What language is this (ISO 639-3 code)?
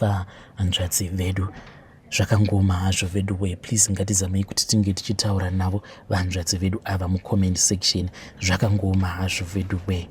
sna